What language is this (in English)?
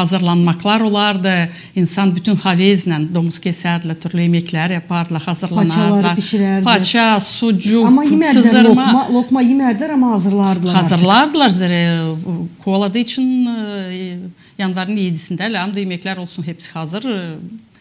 Gagauz